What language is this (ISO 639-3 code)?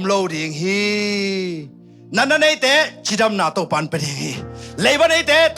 ctd